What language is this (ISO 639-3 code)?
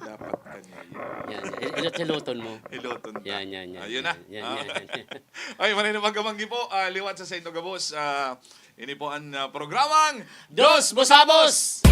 bik